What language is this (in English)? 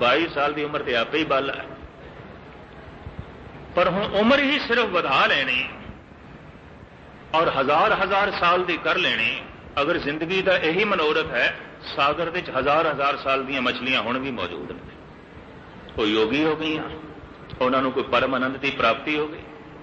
Punjabi